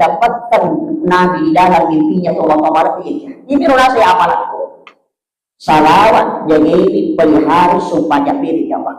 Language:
Buginese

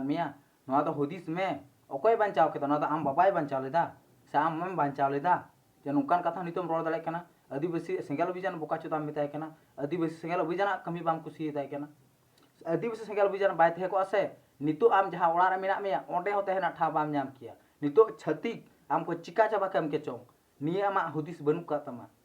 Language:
Santali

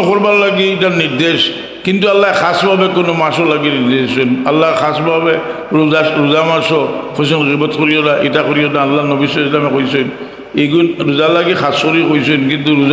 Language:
Sylheti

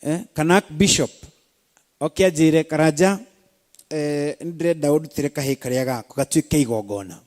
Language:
Kikuyu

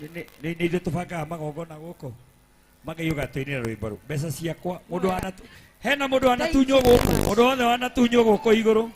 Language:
Kikuyu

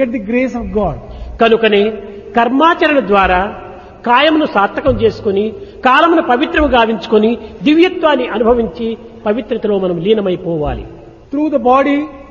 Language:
Telugu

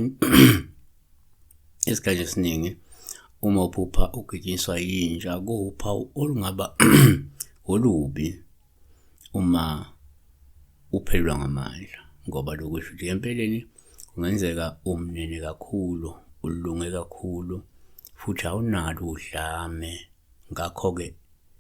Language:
Zulu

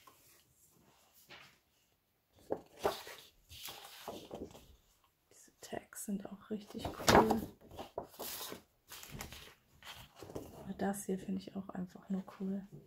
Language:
German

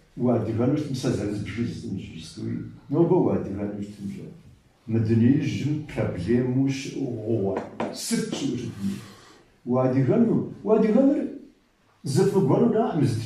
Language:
Kabardian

